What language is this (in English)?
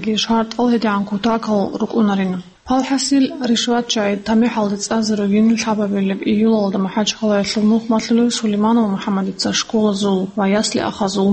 Avaric